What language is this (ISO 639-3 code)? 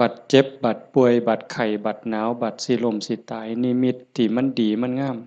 tts